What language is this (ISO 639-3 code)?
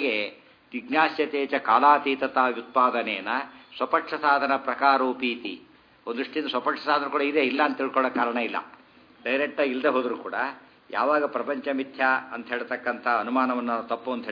kan